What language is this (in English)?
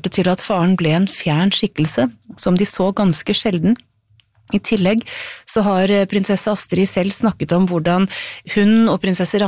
Norwegian